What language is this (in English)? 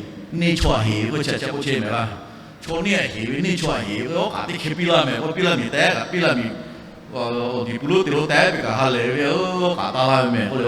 Lahu